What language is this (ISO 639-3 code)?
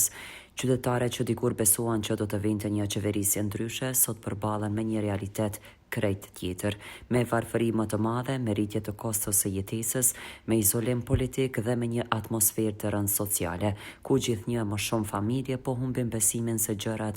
sqi